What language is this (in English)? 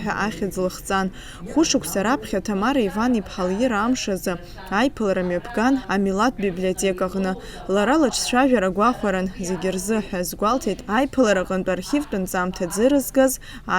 Abkhazian